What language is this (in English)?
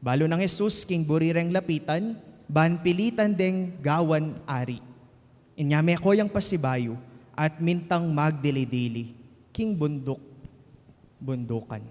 Pampanga